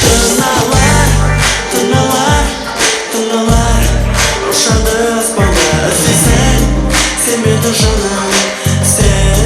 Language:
Kara-Kalpak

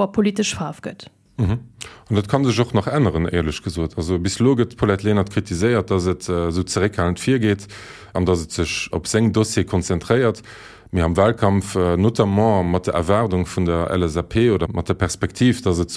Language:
Luxembourgish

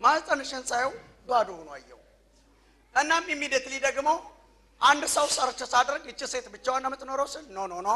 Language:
Amharic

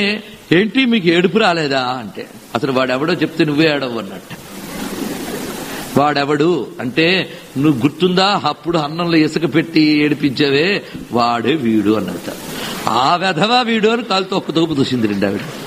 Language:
Telugu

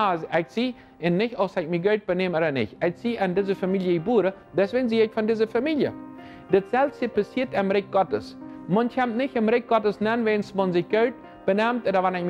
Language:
Plautdietsch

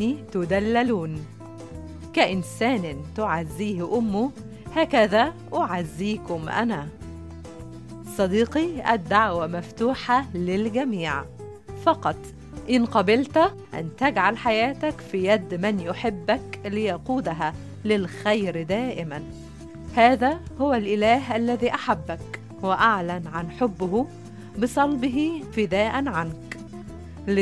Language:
Arabic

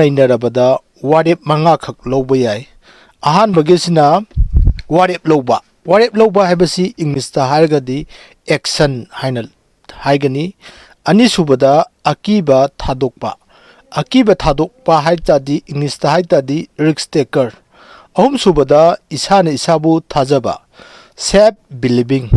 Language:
Manipuri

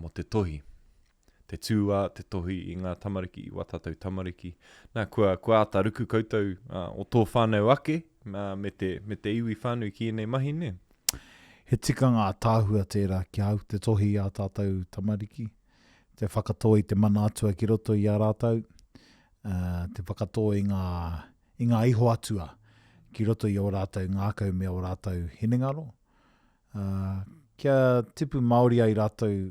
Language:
Māori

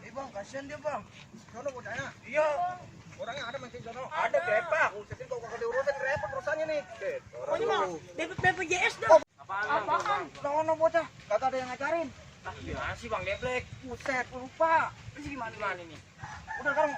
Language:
Betawi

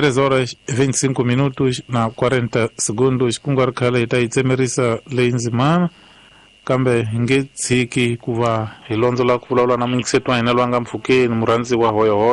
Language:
Tsonga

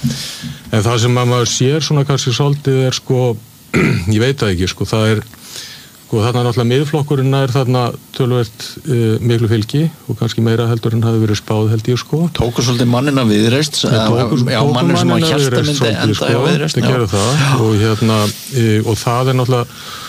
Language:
Icelandic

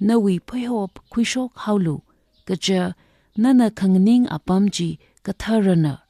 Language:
Tangkhul Naga (India)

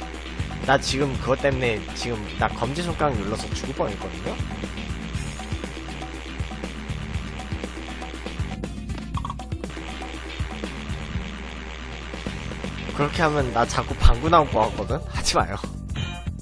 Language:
Korean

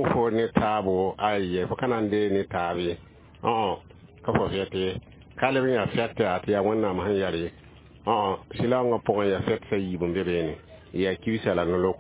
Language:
Mossi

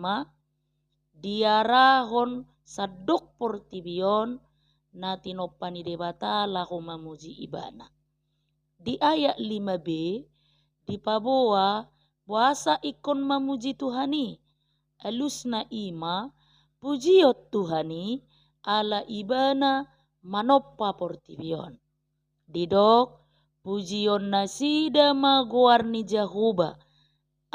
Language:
Batak Toba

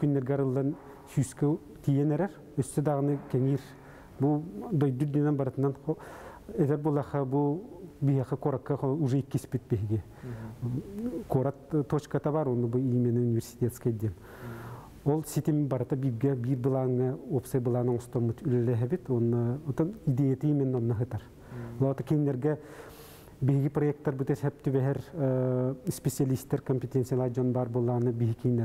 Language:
Yakut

